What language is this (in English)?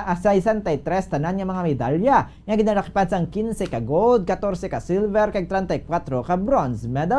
Hiligaynon